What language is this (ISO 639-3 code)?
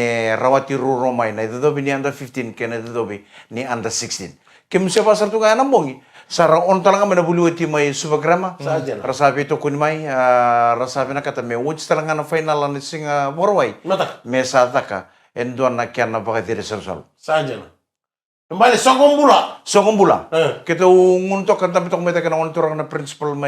fij